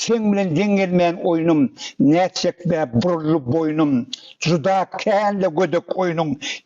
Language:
Turkmen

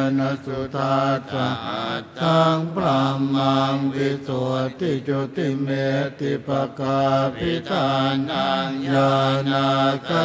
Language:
Pali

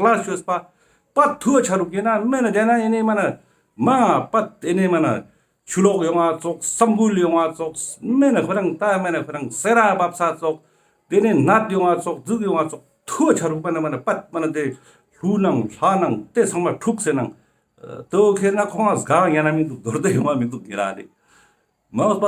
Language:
Ladakhi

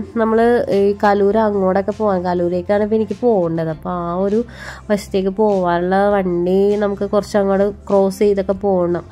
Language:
Malayalam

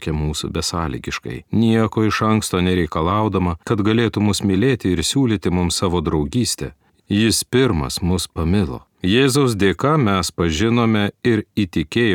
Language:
Lithuanian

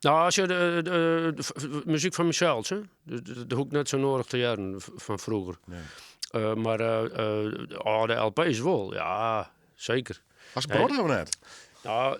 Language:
Western Frisian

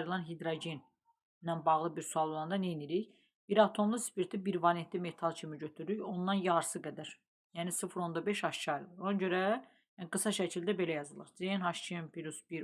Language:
Azerbaijani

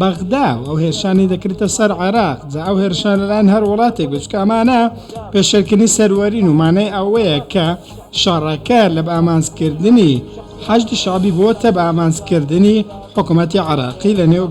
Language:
Central Kurdish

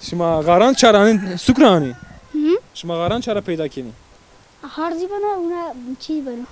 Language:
Zaza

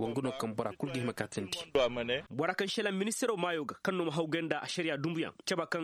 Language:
Koyraboro Senni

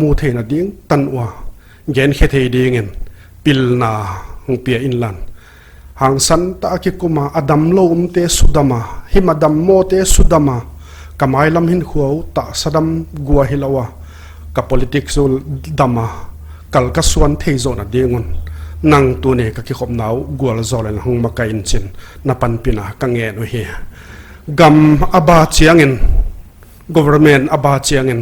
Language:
Paite Chin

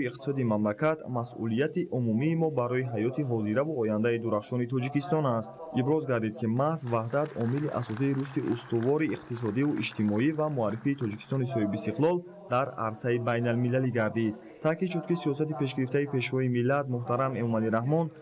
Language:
Tajik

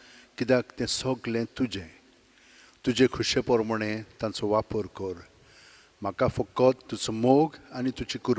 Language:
Konkani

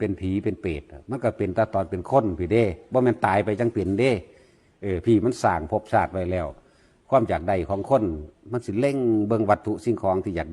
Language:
Northeastern Thai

